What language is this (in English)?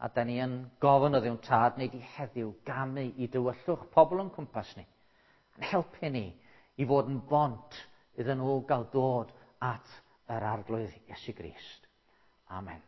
Welsh